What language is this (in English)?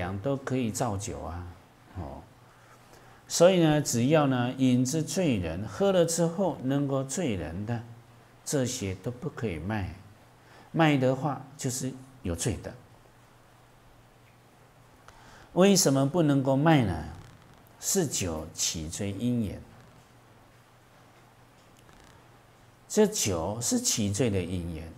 Chinese